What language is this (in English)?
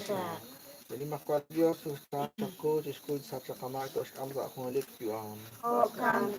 Kekchí